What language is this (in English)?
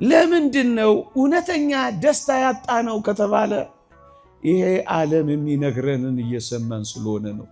Amharic